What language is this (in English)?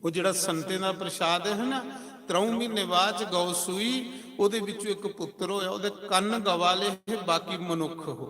Dogri